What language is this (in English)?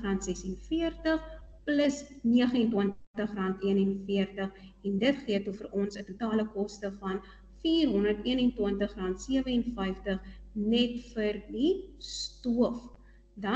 Afrikaans